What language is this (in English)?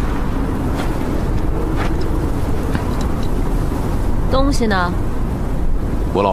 Chinese